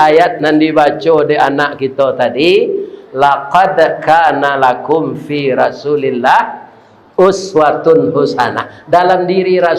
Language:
Minangkabau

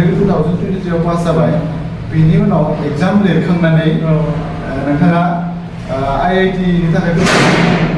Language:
Bodo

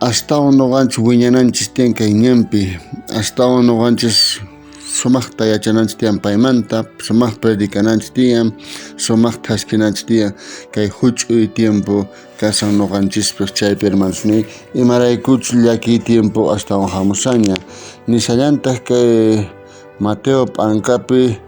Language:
South Bolivian Quechua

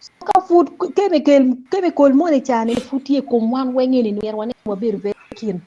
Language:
Acoli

